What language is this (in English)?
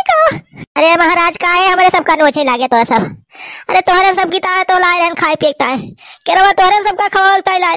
Awadhi